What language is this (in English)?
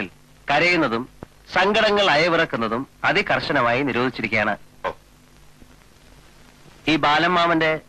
Malayalam